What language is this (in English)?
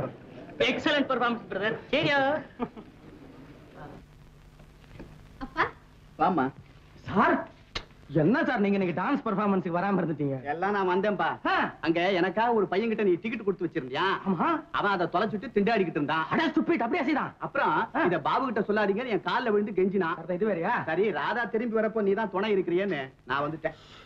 Tamil